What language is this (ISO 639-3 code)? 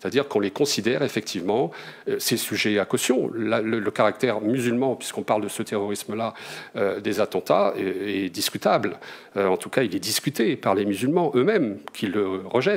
fra